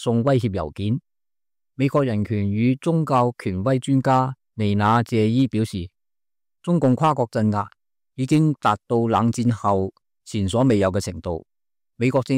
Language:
Cantonese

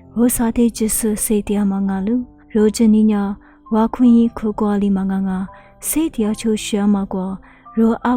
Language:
Lisu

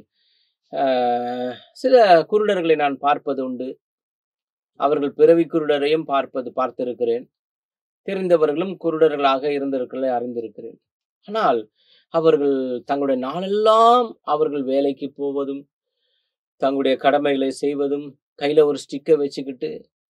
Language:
Tamil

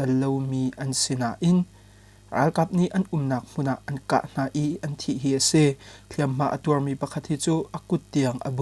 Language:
Hakha Chin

